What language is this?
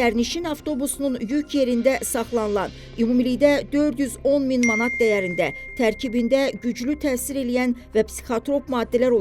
Azerbaijani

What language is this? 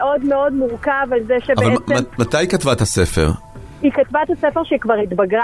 Hebrew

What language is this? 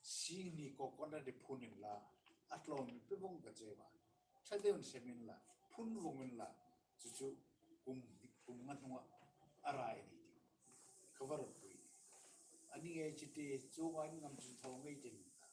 Hmar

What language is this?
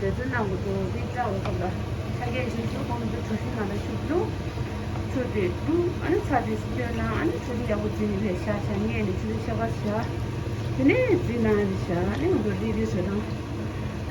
Tibetan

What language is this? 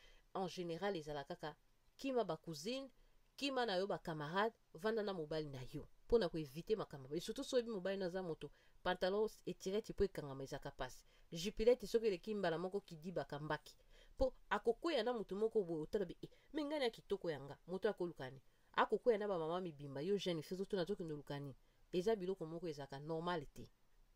Lingala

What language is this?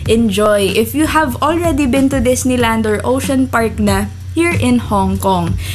Filipino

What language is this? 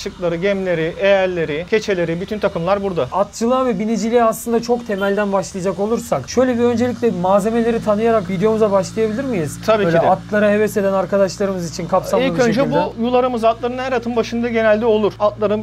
Turkish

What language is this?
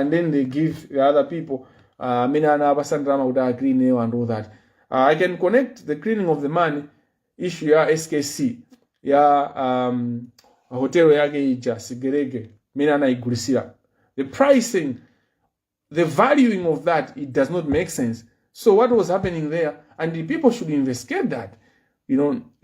Nyanja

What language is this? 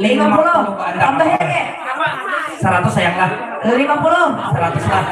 Banjar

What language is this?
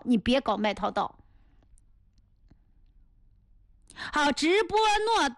Chinese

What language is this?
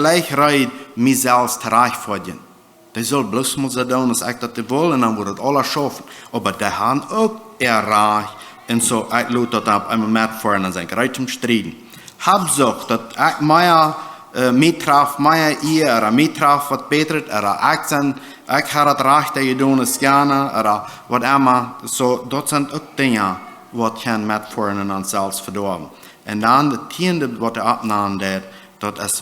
Plautdietsch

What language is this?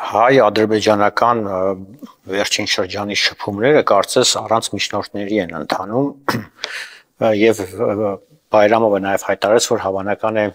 Armenian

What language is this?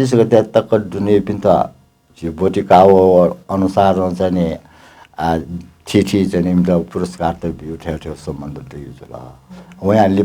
Newari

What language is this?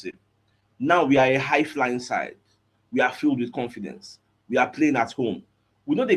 Nigerian Pidgin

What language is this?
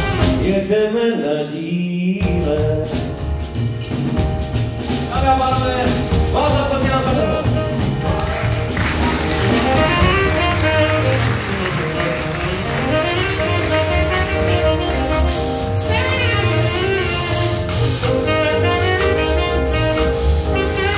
Czech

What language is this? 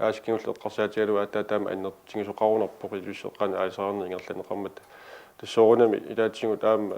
Kalaallisut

